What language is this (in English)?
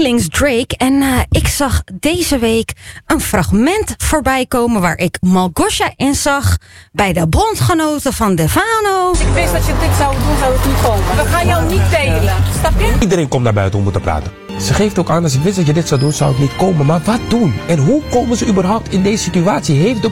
Dutch